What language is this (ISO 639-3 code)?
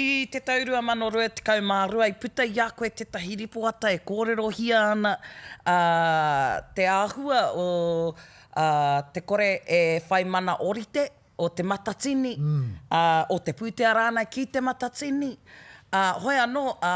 mri